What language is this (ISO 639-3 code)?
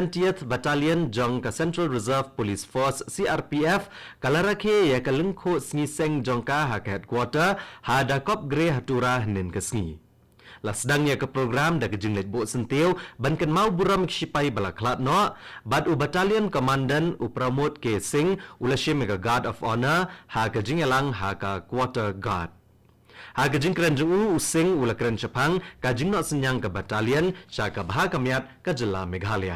kha